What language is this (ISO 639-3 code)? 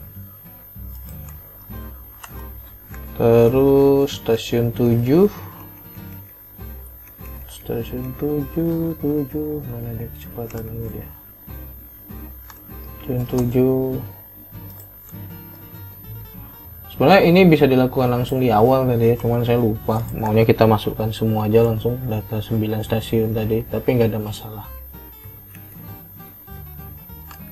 ind